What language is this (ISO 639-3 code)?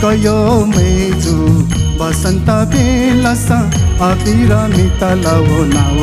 new